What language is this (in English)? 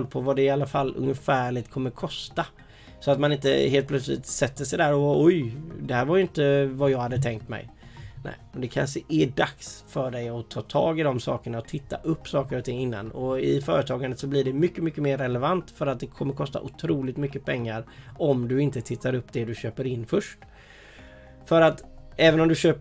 Swedish